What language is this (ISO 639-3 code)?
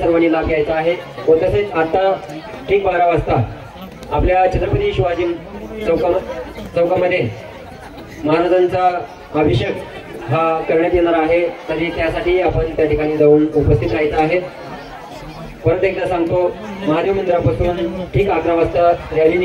mar